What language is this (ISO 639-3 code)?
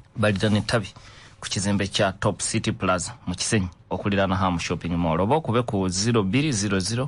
lug